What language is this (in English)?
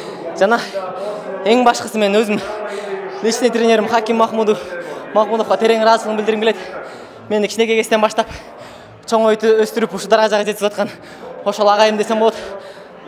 Kyrgyz